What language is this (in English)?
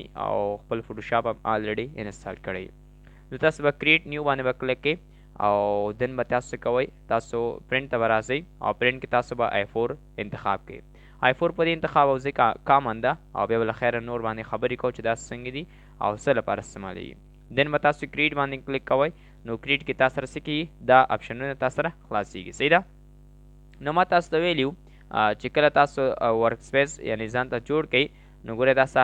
Pashto